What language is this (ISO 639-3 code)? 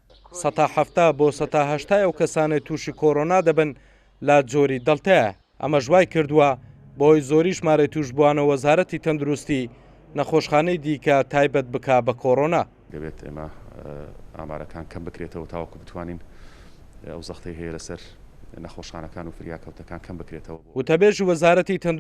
ckb